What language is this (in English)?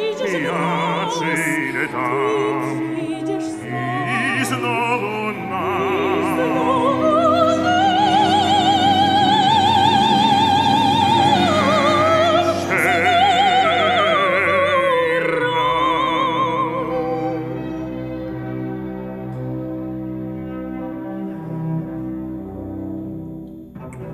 Polish